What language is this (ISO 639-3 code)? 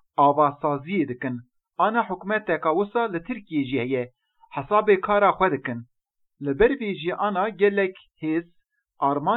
kur